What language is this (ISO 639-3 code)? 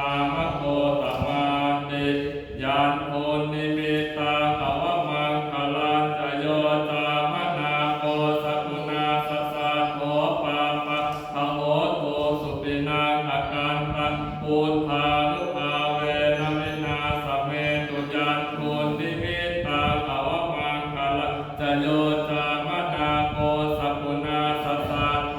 pli